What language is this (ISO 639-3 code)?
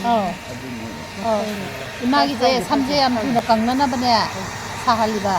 mni